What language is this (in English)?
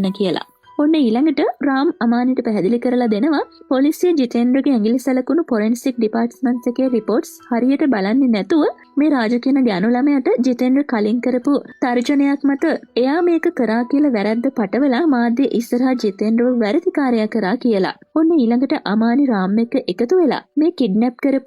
Sinhala